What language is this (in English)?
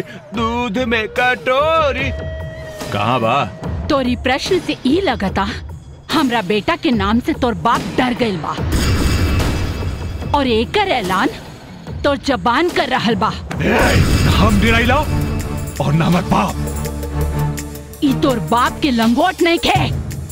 Bhojpuri